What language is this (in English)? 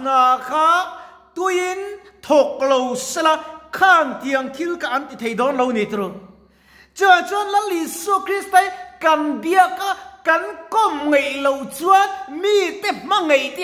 Mizo